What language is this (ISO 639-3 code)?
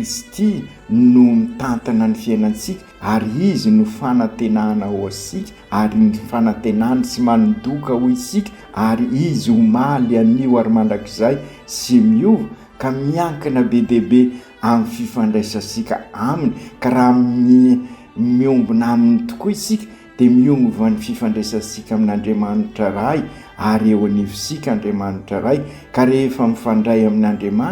mlg